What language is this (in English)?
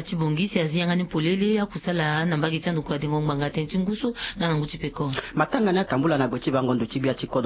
Sango